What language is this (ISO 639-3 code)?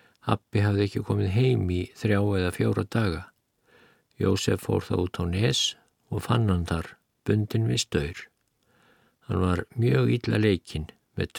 isl